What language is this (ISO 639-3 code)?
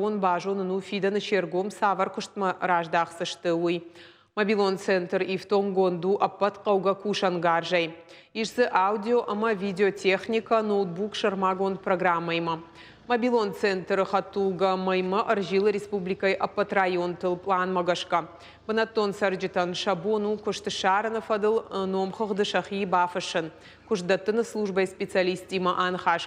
oss